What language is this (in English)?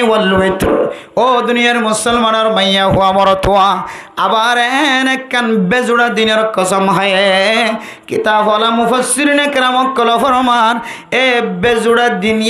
Rohingya